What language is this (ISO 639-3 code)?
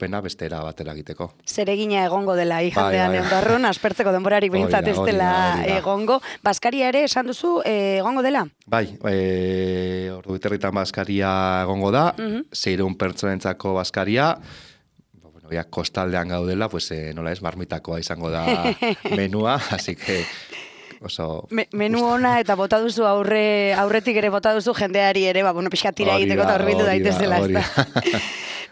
eus